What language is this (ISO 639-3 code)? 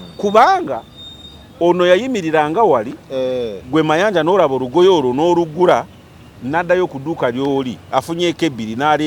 lug